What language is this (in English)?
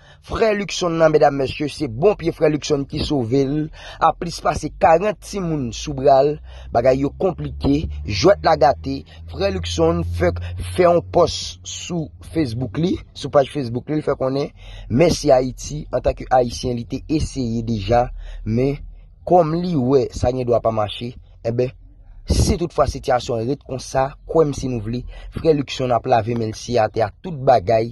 Haitian Creole